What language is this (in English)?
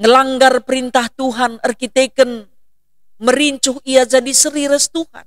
Batak Karo